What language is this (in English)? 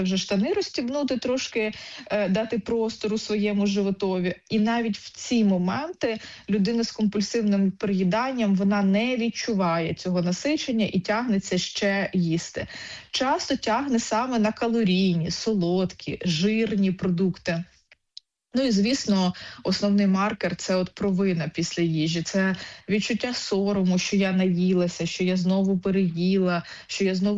Ukrainian